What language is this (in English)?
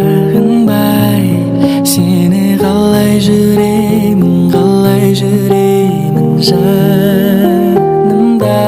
Kara-Kalpak